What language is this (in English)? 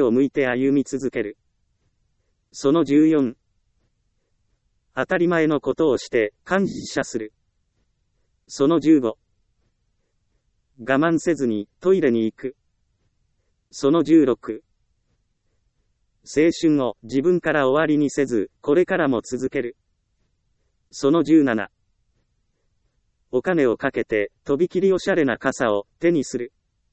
Japanese